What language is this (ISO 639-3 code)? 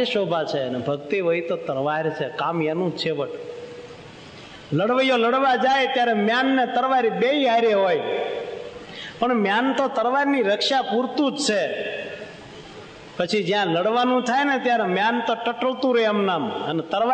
guj